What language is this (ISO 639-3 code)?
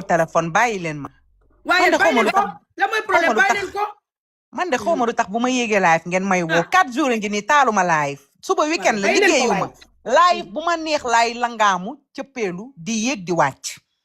wol